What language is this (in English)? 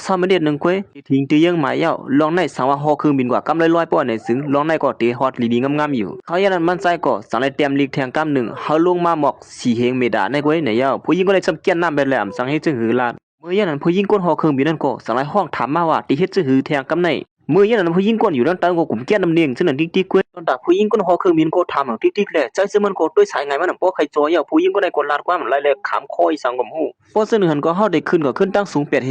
Shan